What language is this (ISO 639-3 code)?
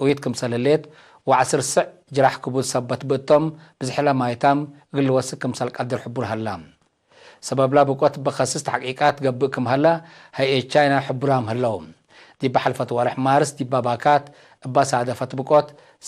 tig